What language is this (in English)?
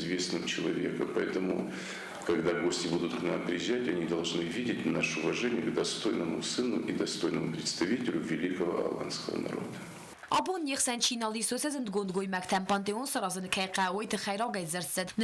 Ossetic